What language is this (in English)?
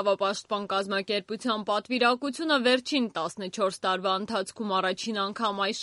Armenian